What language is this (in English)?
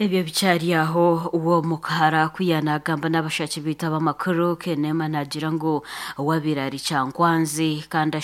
Nyankole